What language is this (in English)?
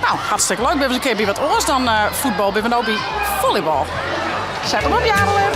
Western Frisian